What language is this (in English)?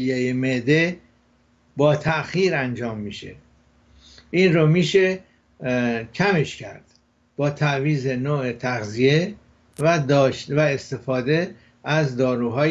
Persian